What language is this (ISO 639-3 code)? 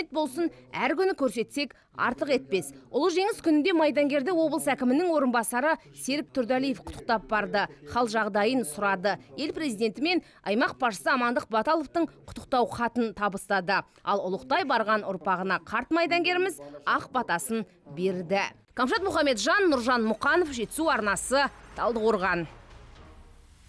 kaz